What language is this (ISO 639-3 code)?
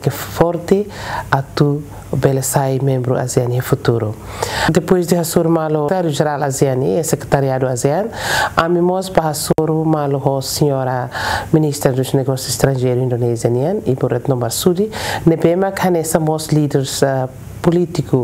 tet